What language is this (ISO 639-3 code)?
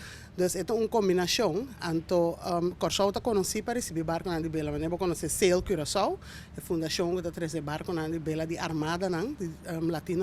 pap